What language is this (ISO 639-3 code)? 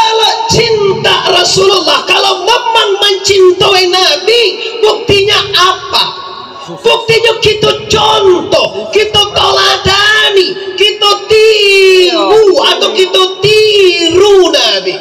min